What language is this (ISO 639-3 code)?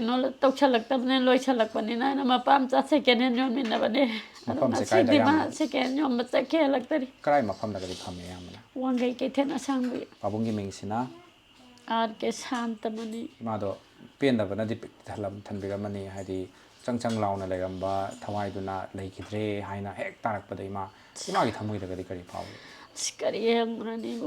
mni